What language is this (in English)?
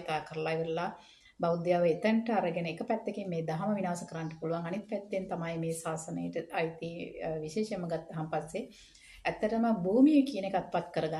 Sinhala